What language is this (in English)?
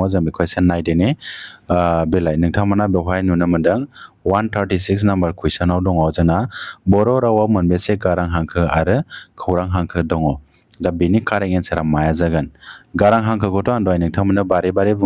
Bodo